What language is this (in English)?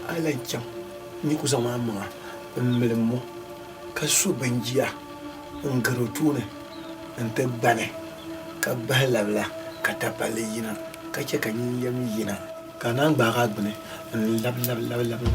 Dagbani